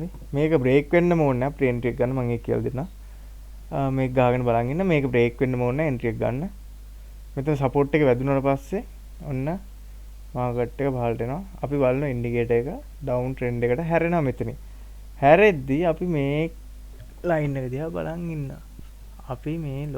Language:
Sinhala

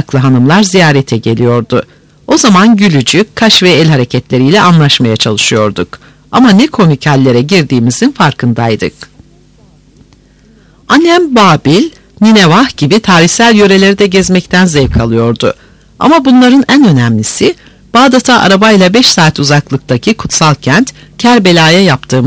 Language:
Turkish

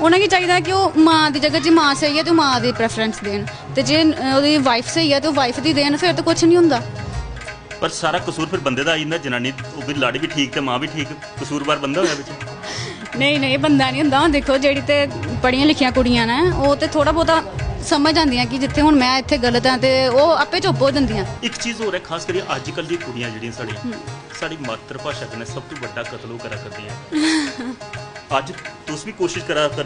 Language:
Dogri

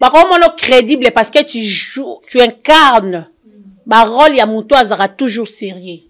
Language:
Lingala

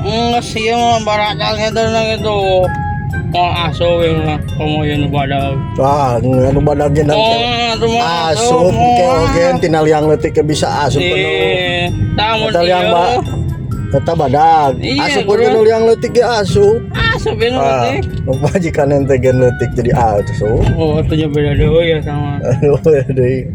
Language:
Sundanese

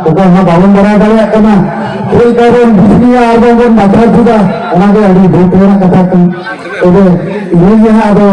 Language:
Santali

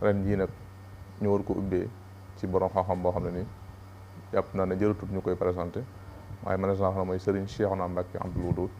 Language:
Wolof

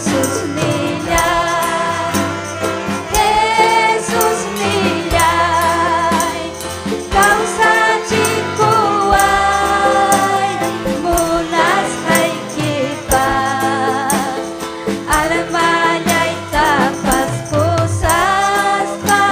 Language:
Ayacucho Quechua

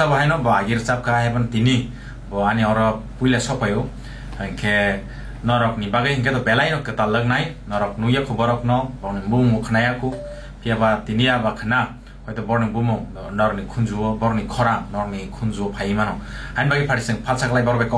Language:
Kok Borok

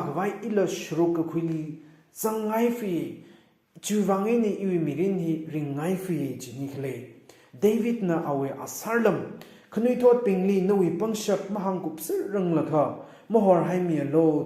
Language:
Tangkhul Naga (India)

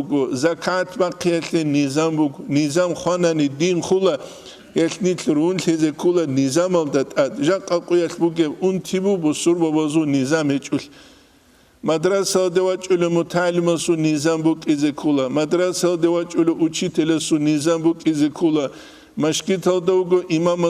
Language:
Avaric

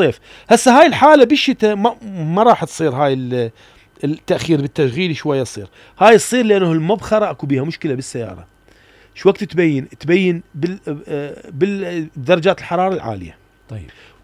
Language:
Mesopotamian Arabic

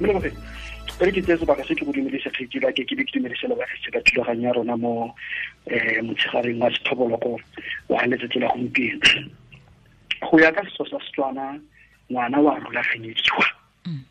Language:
Tswana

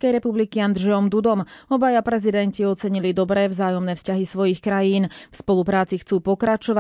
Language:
Slovak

